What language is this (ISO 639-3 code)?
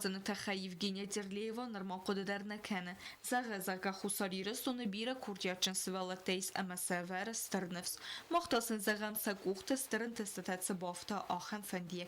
oss